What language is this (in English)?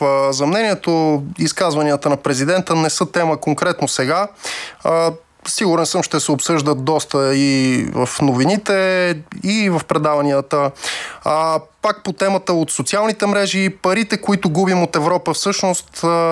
Bulgarian